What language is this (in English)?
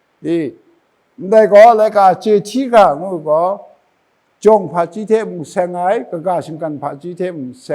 Kachin